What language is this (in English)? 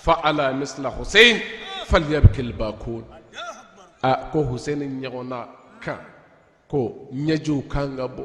Bambara